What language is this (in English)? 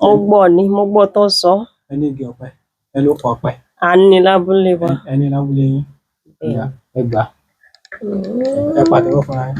Yoruba